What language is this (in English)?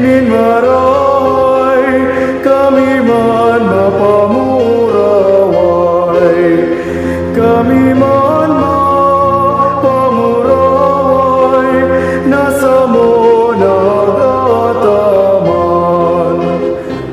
Bikol